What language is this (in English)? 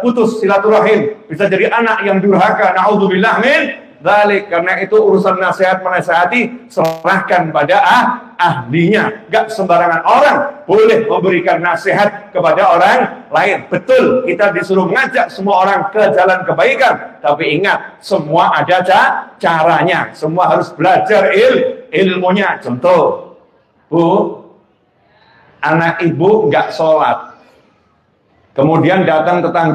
Indonesian